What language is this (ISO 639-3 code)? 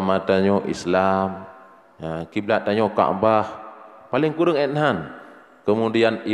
ace